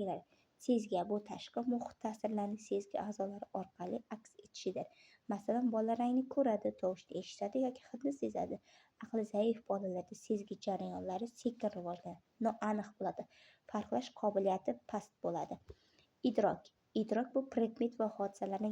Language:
Uzbek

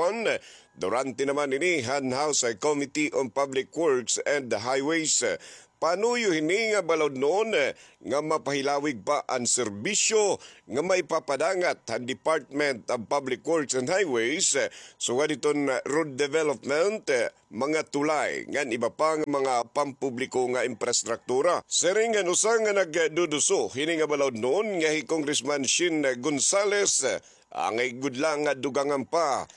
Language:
Waray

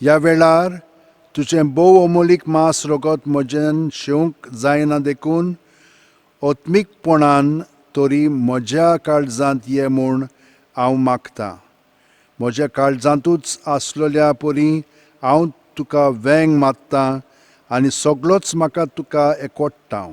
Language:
Konkani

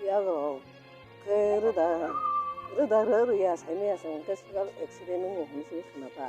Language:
Kok Borok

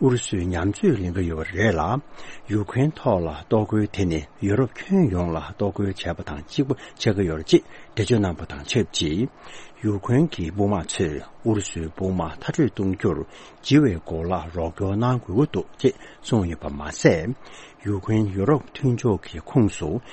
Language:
Tibetan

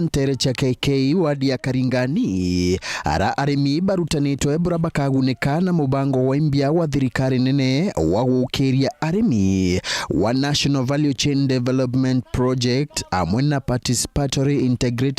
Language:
Meru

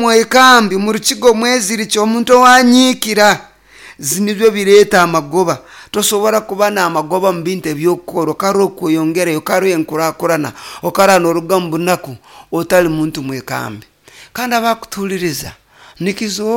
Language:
Nyoro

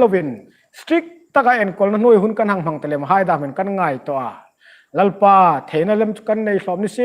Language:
Hmar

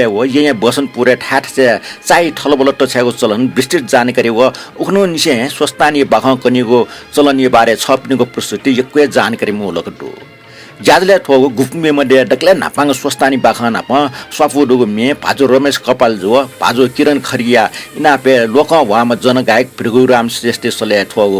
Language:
Newari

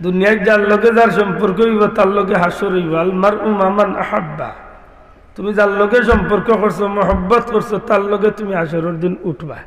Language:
Sylheti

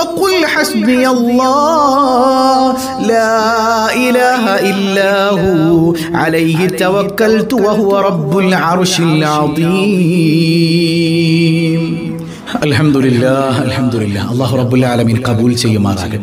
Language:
Malayalam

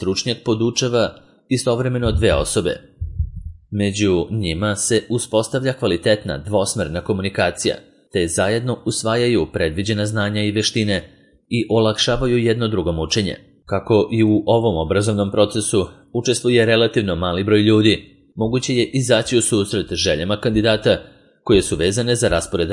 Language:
Serbian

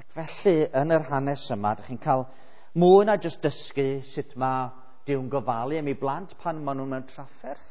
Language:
Welsh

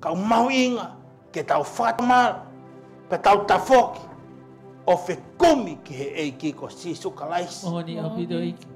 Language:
Tongan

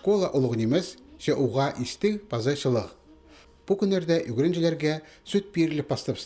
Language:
Khakas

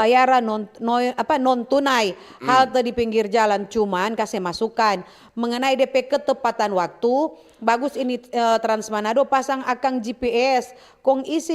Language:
Manado Malay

